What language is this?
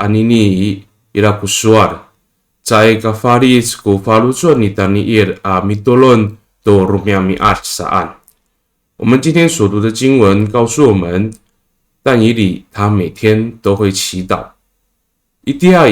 Amis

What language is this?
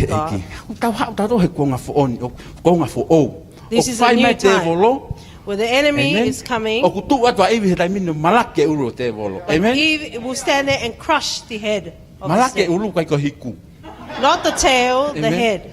Tongan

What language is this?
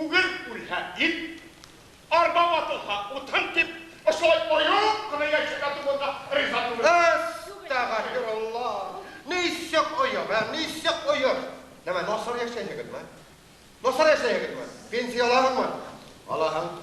Bashkir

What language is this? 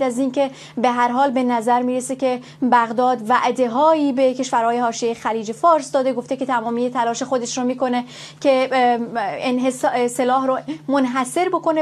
Persian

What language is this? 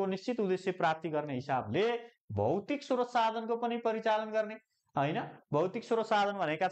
Nepali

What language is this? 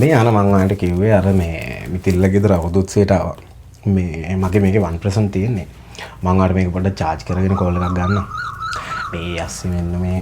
Sinhala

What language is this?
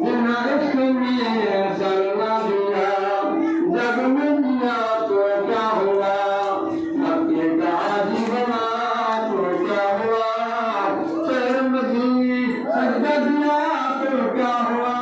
Saraiki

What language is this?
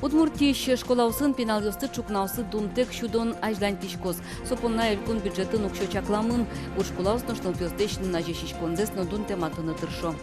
Udmurt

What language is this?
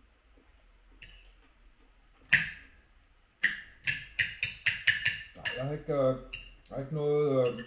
Danish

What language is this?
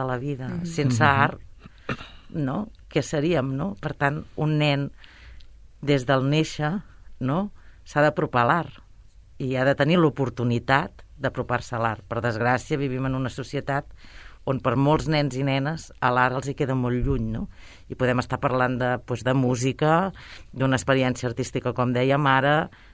Catalan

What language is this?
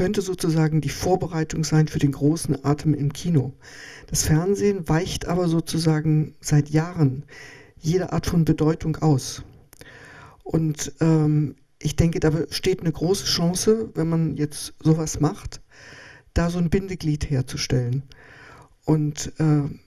German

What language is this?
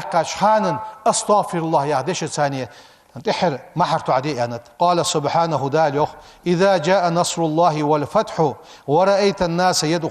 Ingush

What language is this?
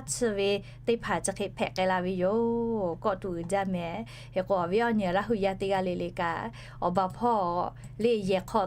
Lahu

